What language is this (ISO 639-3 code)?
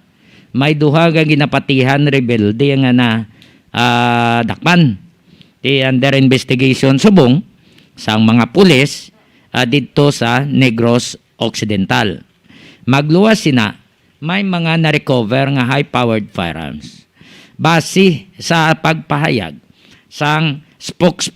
hil